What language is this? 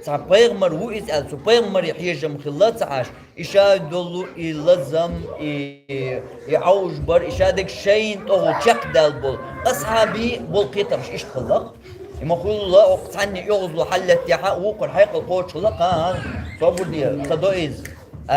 Chechen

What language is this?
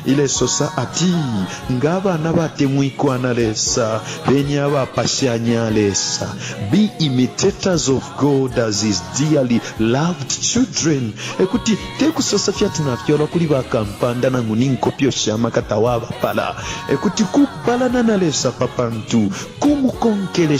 Bemba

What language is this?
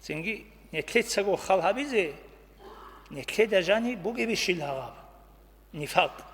Avaric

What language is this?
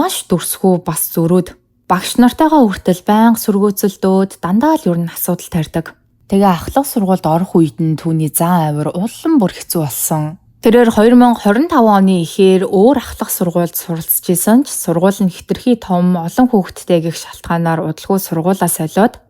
Mongolian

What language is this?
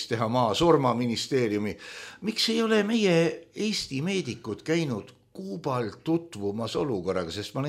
Estonian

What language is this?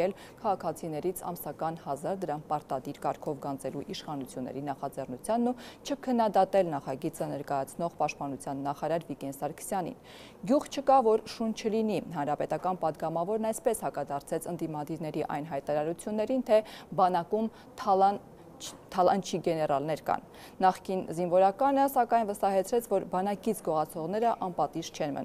Armenian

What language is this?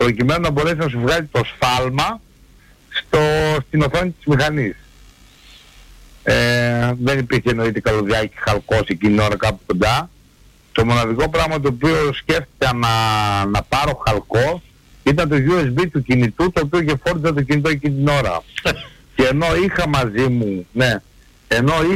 Greek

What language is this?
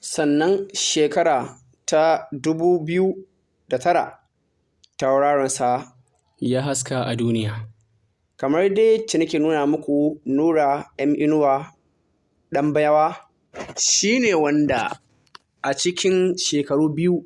Hausa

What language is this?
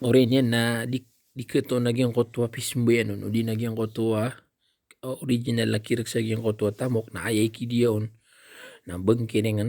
Maranao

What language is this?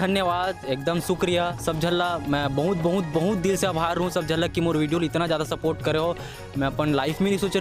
Chhattisgarhi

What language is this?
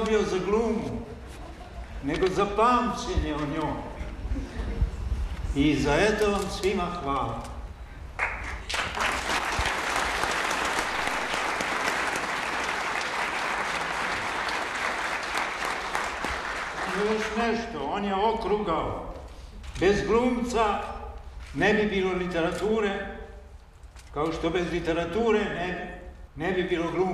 Serbian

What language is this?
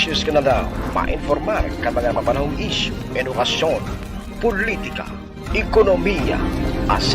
Bikol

